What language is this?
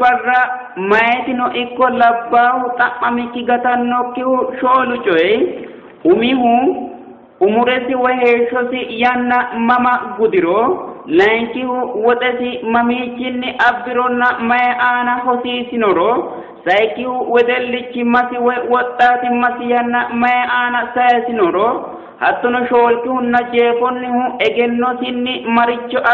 Sidamo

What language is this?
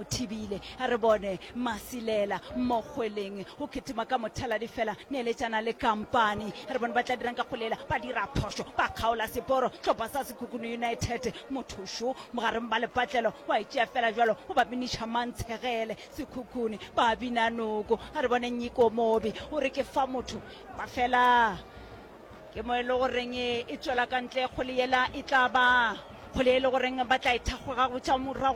Northern Sotho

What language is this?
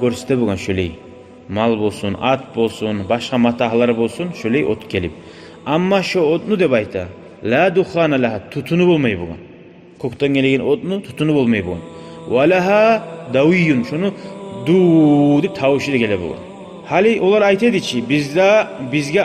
Kumyk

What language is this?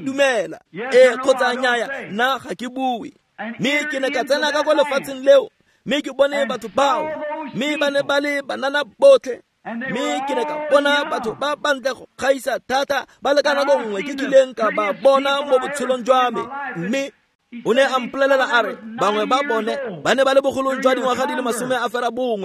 Tswana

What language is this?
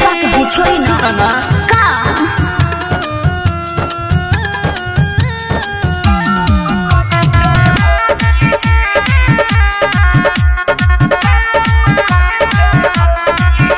Bhojpuri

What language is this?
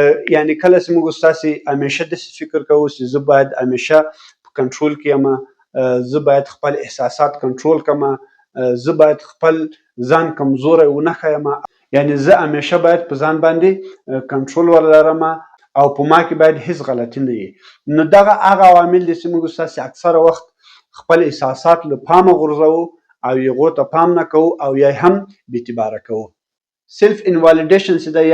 Pashto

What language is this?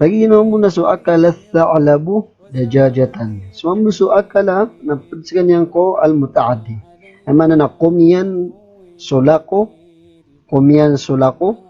Maranao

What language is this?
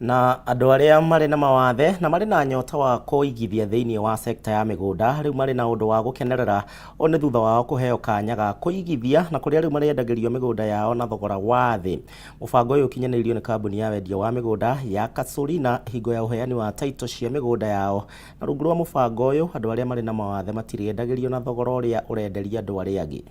Kikuyu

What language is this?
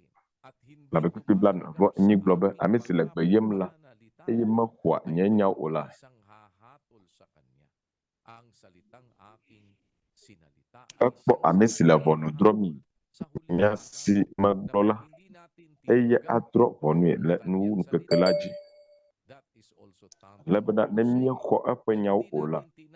Ewe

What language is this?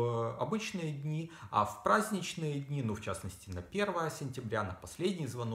Russian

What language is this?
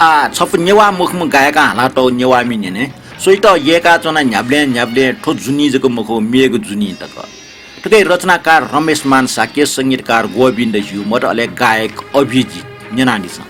Newari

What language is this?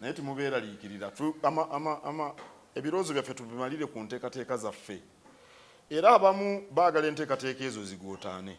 Ganda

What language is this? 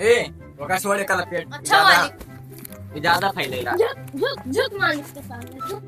Awadhi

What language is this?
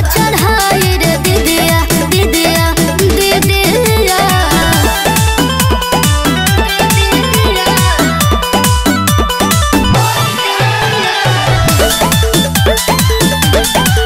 Bhojpuri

